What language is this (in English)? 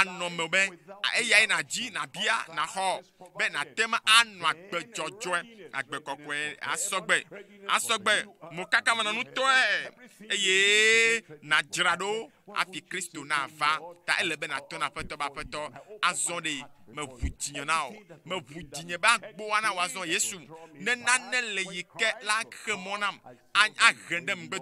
Ewe